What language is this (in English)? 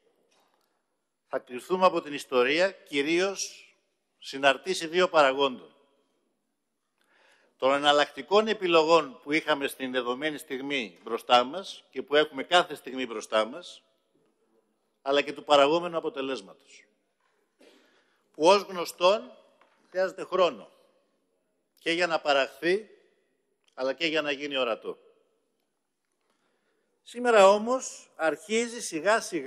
Greek